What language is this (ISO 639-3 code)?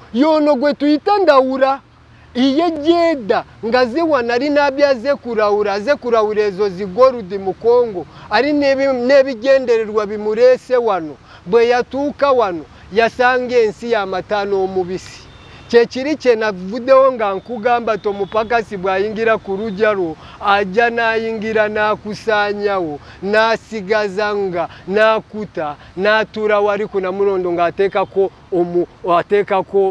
lug